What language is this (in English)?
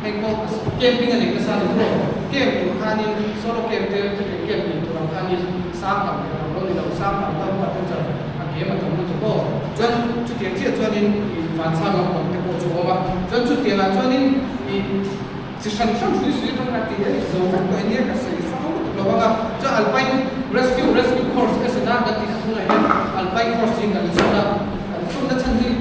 Mizo